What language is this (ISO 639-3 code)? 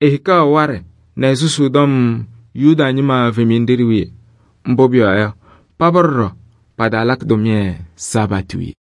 kbp